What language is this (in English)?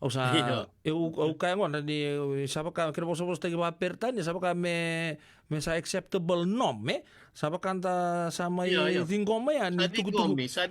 Fijian